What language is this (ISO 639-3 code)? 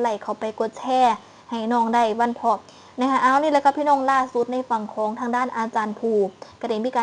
tts